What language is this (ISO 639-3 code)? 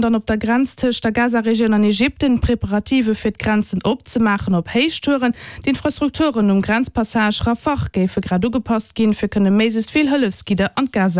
ltz